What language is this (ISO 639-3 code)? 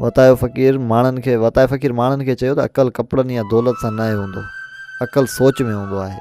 snd